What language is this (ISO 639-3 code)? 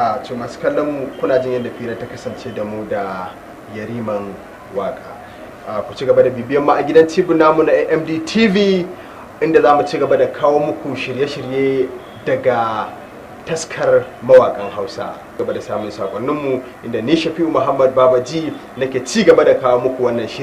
hau